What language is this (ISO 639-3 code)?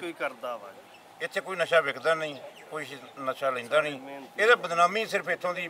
pan